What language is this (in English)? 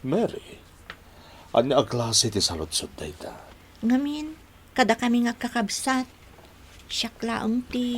Iloko